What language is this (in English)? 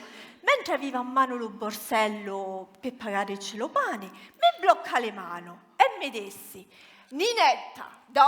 Sicilian